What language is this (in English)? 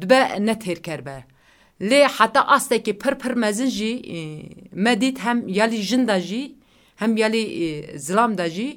Kurdish